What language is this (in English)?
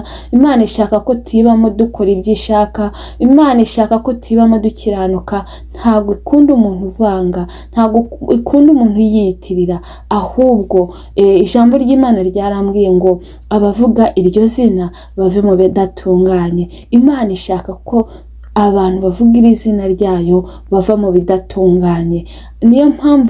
Kinyarwanda